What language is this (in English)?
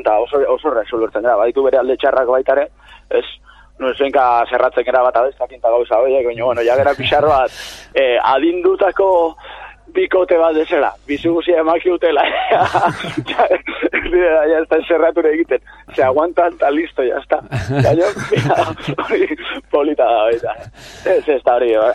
Basque